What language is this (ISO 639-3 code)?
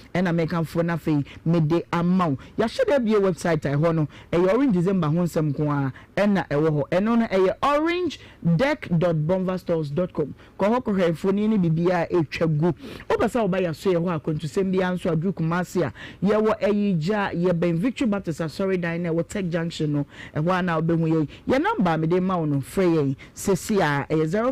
aka